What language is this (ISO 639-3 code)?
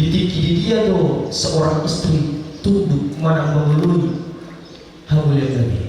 bbc